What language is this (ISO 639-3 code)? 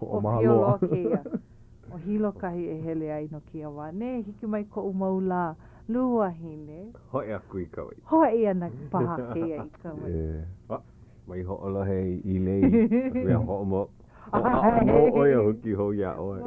haw